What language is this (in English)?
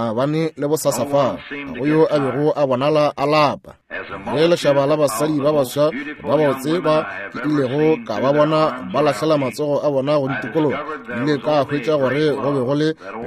Northern Sotho